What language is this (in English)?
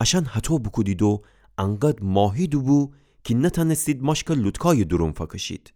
Gilaki